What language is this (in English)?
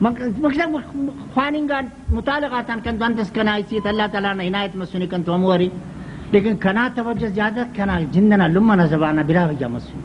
Brahui